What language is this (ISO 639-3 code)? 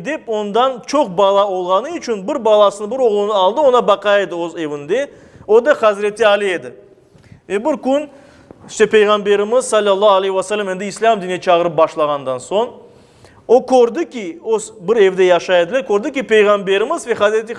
crh